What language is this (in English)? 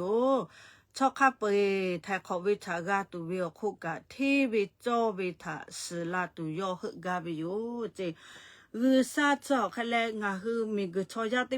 Lahu